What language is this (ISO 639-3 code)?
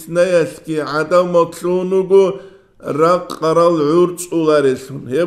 ava